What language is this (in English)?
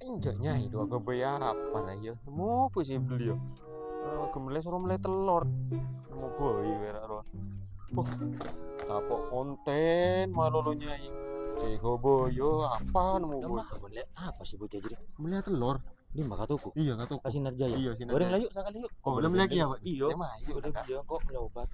Madurese